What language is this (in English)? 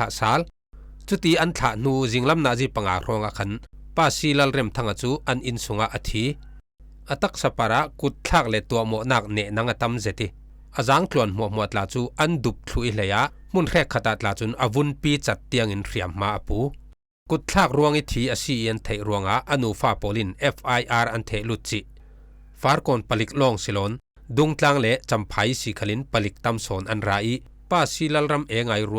Falam Chin